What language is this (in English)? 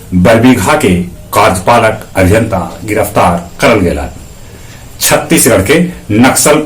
Magahi